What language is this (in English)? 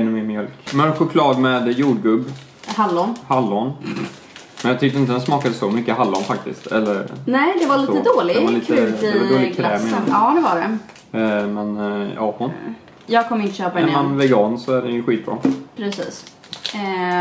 Swedish